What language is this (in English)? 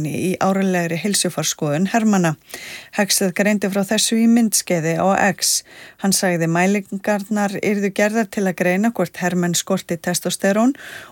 Icelandic